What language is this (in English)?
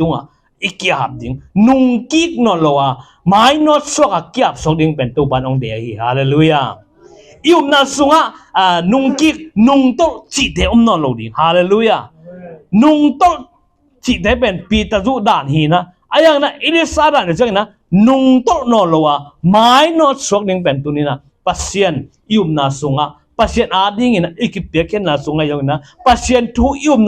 Tedim Chin